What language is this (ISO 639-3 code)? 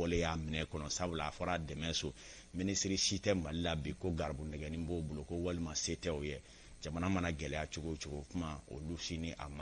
bam